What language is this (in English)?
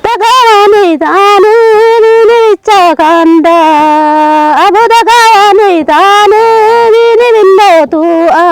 Kafa